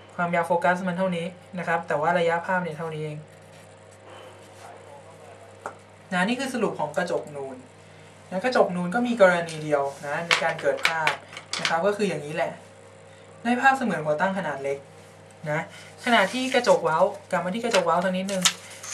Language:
Thai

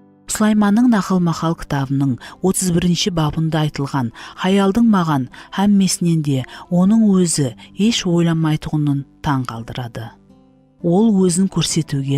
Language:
Kara-Kalpak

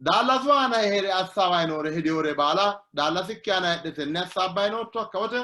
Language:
Sidamo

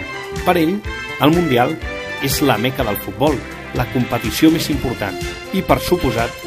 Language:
Catalan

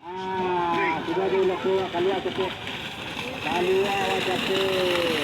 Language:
Minangkabau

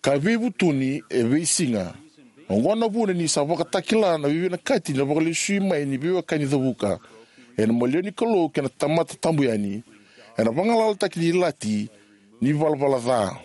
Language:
Fijian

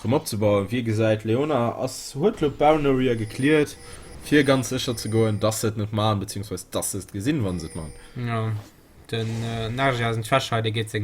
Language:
Luxembourgish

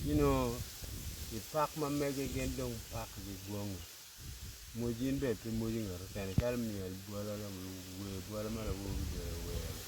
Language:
Acoli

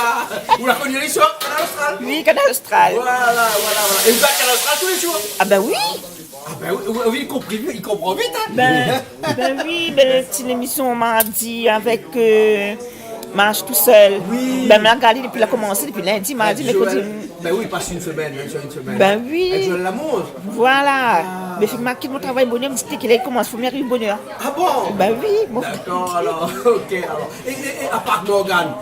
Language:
Réunion Creole French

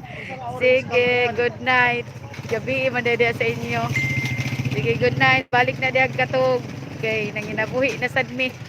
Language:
Cebuano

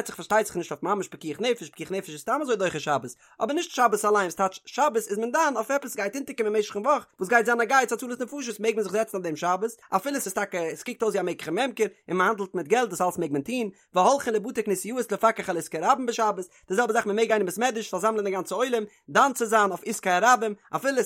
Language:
Yiddish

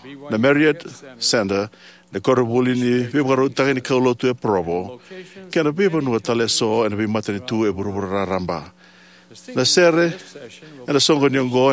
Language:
Fijian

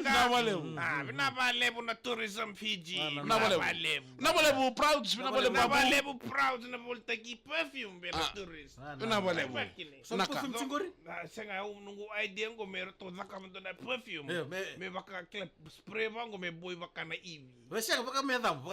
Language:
Fijian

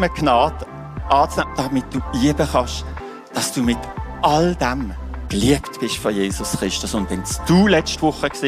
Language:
Swiss German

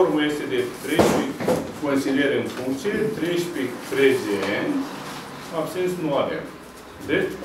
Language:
Romanian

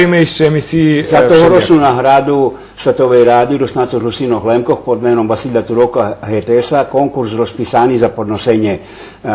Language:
Rusyn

